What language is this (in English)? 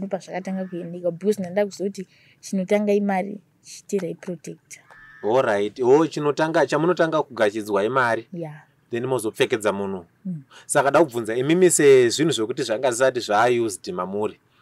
Shona